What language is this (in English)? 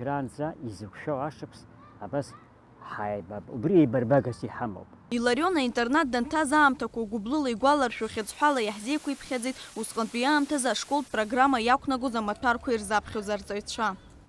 Abkhazian